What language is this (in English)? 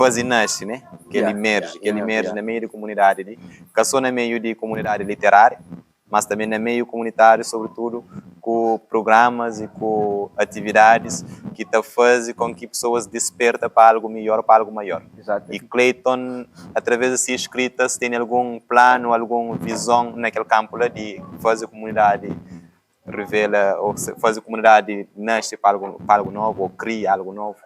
Kabuverdianu